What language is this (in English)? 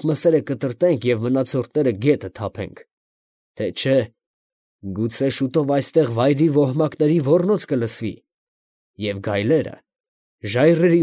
Armenian